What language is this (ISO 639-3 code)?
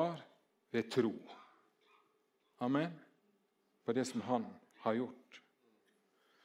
nor